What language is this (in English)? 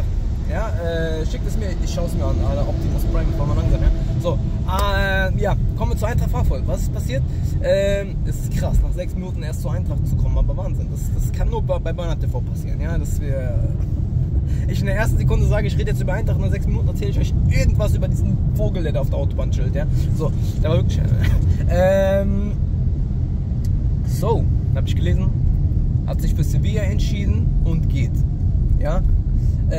German